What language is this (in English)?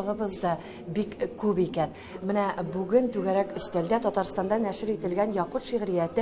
Tatar